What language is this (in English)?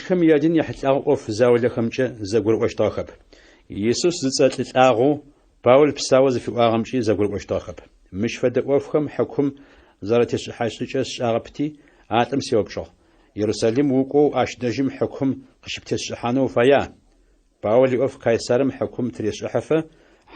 Adyghe